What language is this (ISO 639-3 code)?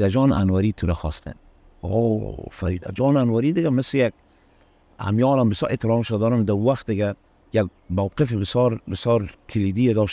fas